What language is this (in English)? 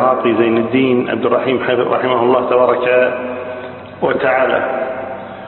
Arabic